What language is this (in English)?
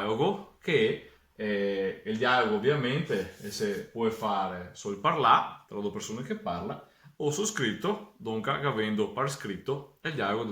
Venetian